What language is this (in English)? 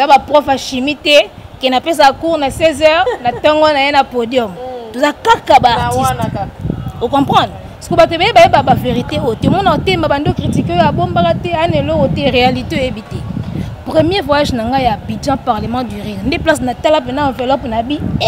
Lingala